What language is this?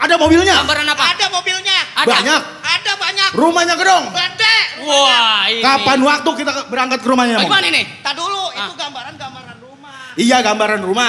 Betawi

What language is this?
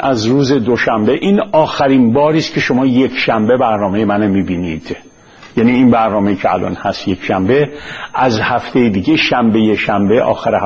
Persian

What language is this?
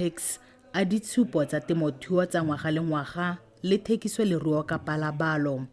Tswana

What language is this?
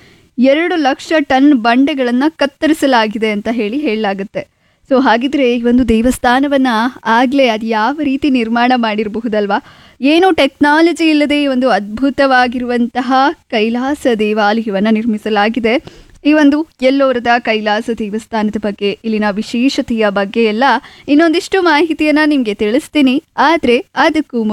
Kannada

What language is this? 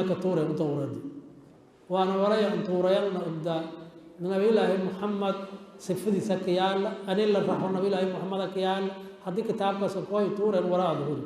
Somali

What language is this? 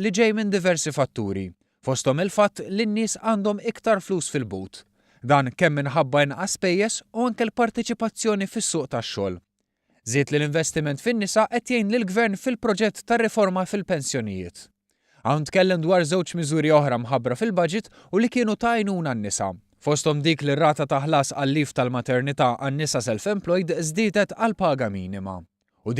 Maltese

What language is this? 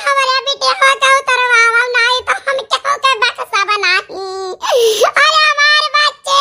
Awadhi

